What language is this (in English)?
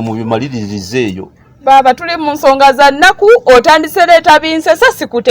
Ganda